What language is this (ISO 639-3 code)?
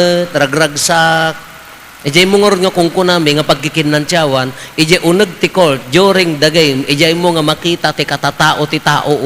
ilo